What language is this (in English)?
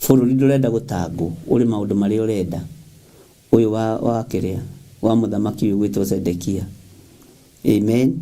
Kikuyu